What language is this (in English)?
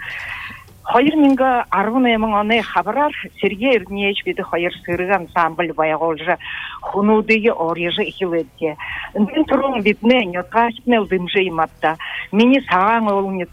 Buriat